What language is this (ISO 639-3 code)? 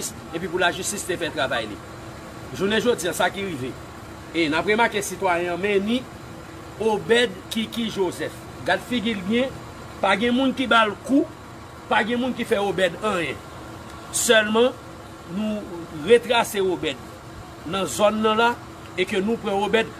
hat